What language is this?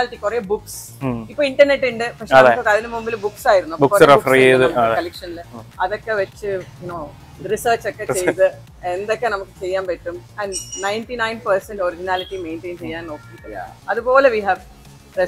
Malayalam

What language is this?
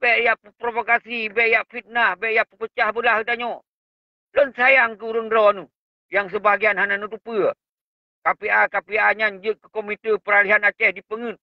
Achinese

